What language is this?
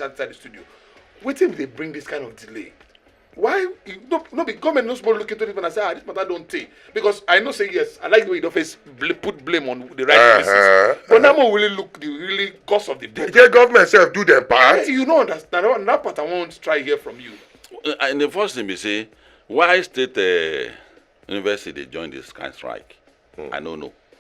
Nigerian Pidgin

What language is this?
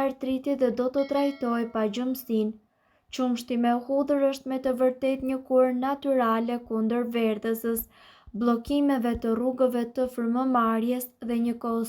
Albanian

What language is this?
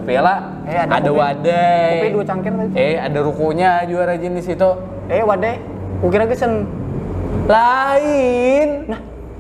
Banjar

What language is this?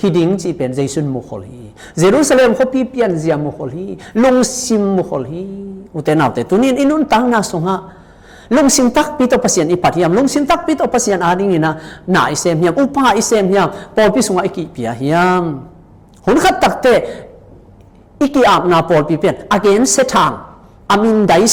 Tedim Chin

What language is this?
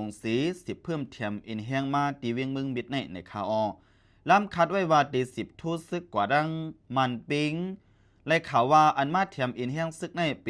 Shan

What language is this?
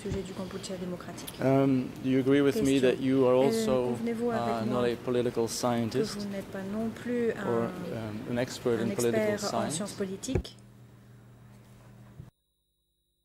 French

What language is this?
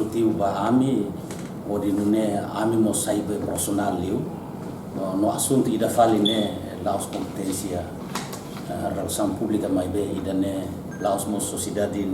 Tetum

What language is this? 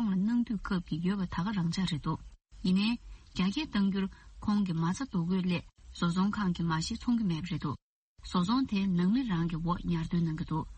Tibetan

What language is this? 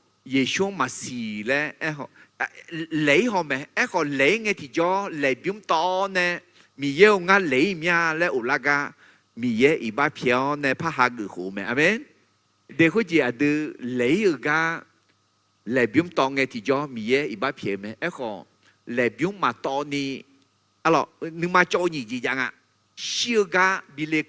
Akha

